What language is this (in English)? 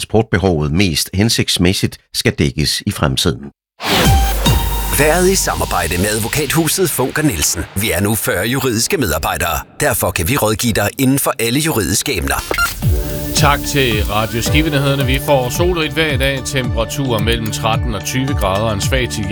Danish